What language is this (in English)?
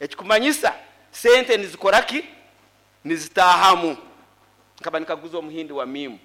Nyoro